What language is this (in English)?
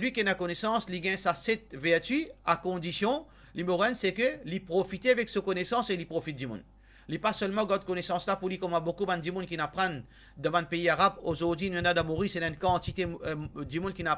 Morisyen